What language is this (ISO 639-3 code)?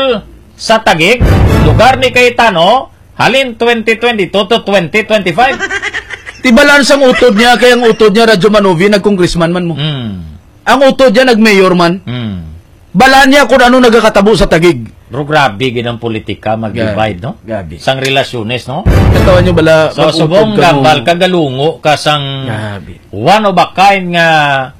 hil